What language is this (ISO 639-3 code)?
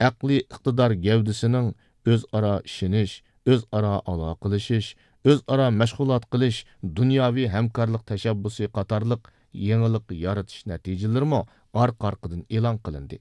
uig